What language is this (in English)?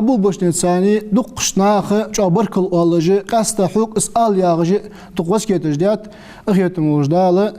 Ingush